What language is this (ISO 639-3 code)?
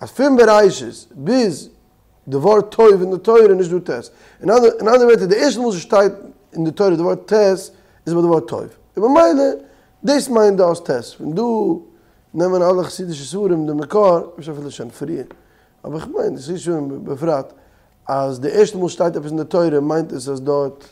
yid